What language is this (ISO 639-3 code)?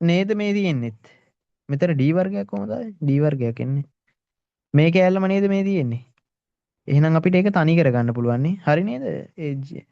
sin